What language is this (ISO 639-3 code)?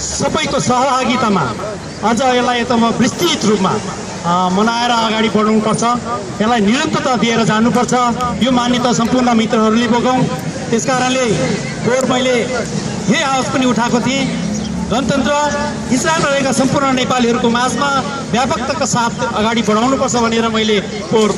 nep